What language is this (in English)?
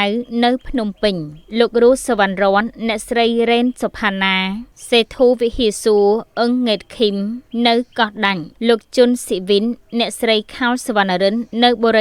Khmer